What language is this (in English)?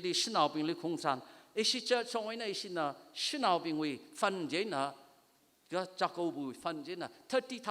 Tangkhul Naga (India)